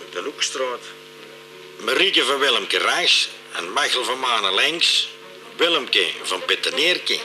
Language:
Limburgish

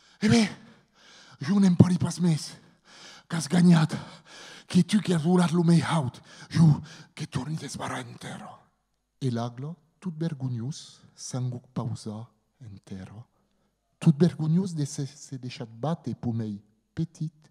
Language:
Occitan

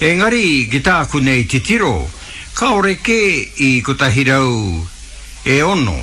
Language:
Māori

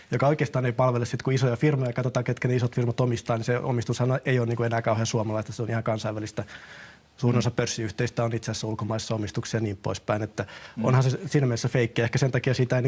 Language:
Finnish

